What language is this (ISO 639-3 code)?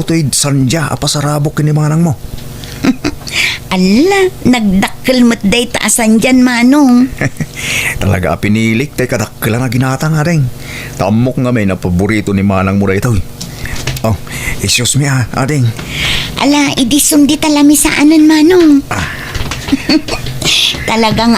ilo